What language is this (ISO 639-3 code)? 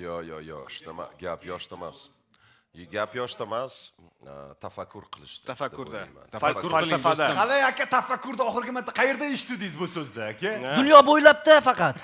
uzb